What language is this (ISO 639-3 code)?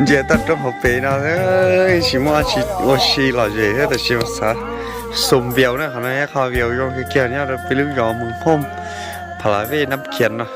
hmn